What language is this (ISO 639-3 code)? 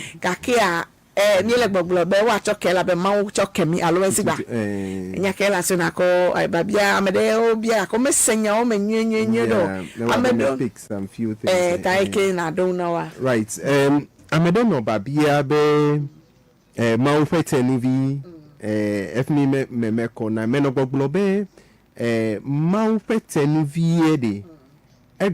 ewe